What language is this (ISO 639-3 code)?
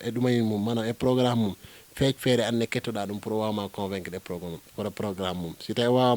ful